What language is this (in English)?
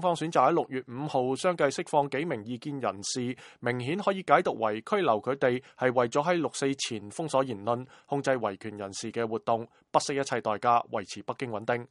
Cantonese